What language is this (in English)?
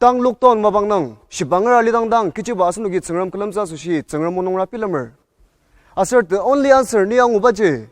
Ao Naga